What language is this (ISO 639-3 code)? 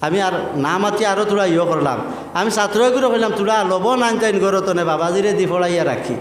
syl